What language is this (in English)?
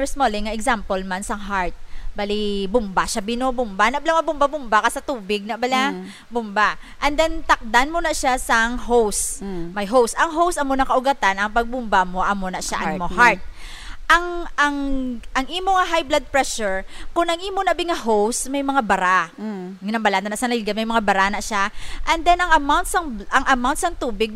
Hiligaynon